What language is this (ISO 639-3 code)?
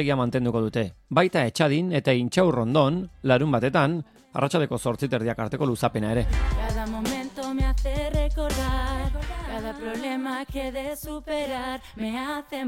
eus